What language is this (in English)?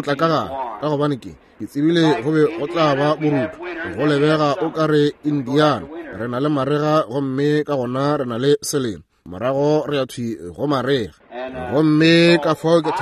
Northern Sotho